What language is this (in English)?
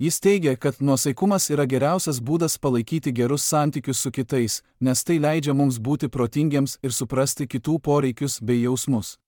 Lithuanian